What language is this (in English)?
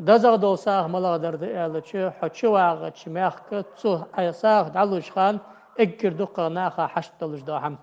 Ingush